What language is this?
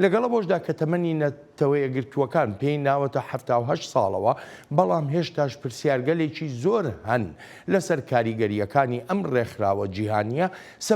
Central Kurdish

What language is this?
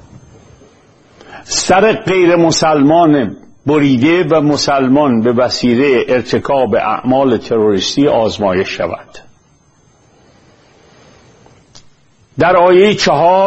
Persian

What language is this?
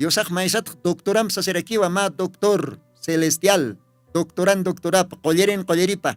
Aymara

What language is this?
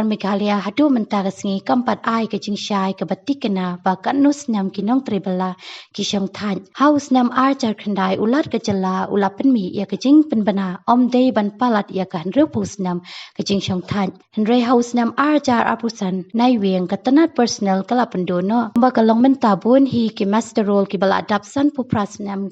Khasi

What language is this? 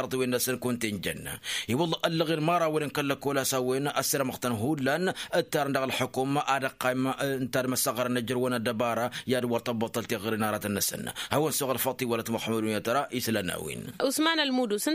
Tamasheq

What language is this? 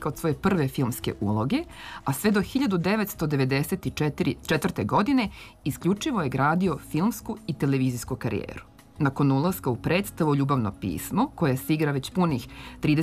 Serbian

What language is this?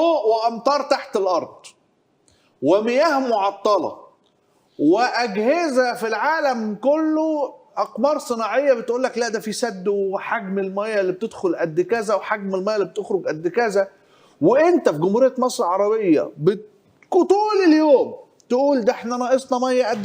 Egyptian Arabic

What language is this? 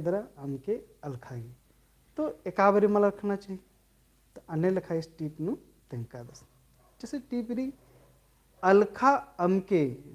Kurukh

